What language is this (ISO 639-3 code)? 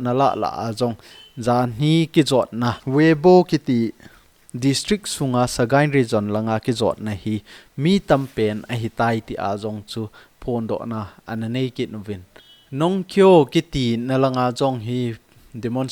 tcz